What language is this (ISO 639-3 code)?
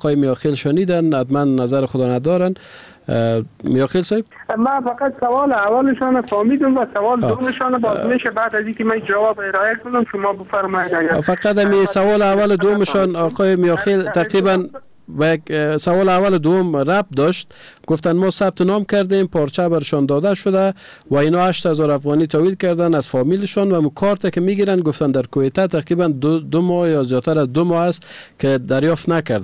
fas